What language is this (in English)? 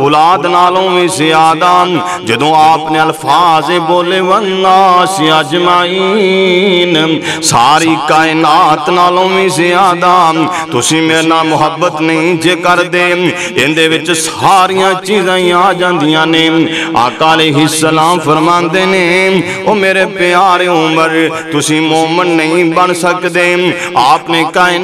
Western Panjabi